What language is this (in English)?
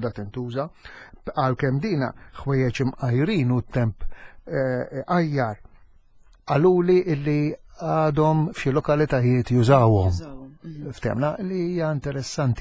Maltese